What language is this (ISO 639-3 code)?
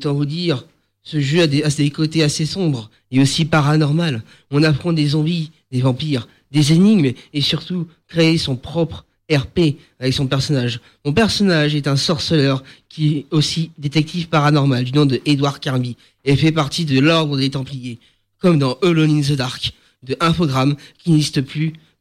fra